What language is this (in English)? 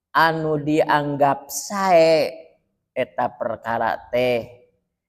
Sundanese